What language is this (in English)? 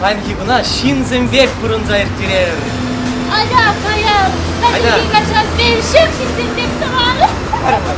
Chuvash